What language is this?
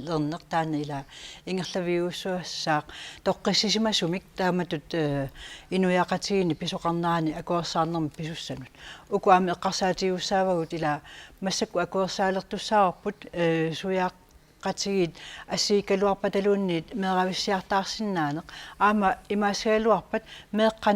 Kalaallisut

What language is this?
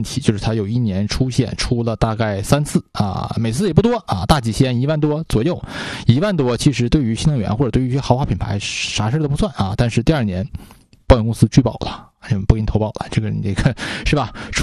Chinese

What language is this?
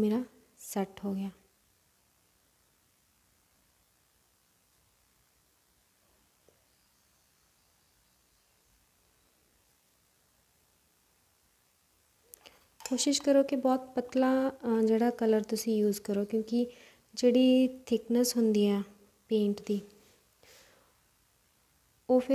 Punjabi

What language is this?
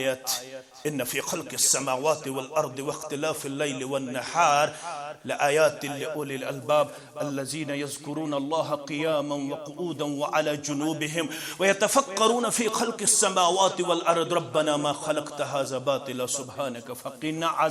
Kashmiri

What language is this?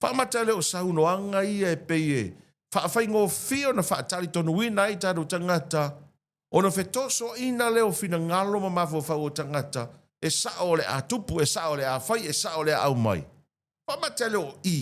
Samoan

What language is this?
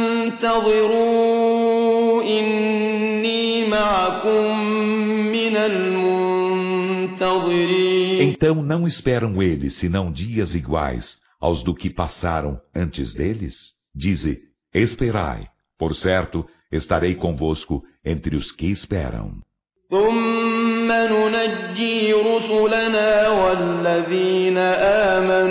Portuguese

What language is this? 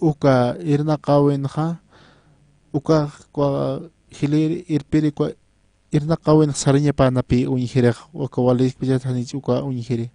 Aymara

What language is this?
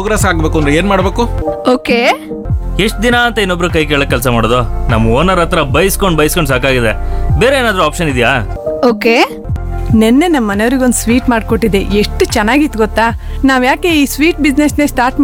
Kannada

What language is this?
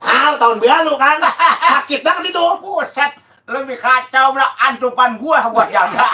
Betawi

